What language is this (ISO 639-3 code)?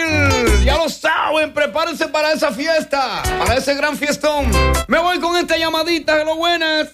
spa